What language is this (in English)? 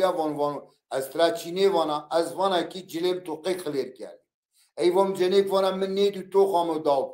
Zaza